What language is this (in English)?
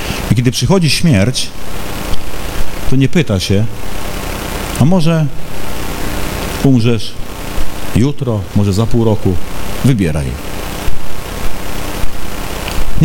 Polish